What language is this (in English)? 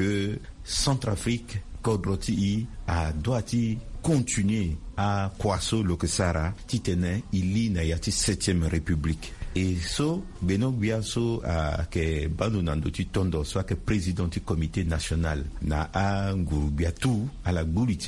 Sango